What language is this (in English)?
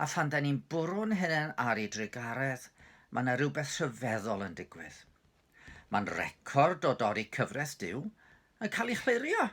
Welsh